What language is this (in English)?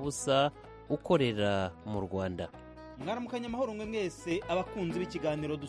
Kinyarwanda